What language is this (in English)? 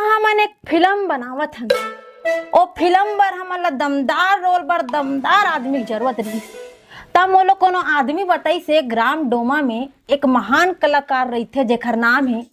Chhattisgarhi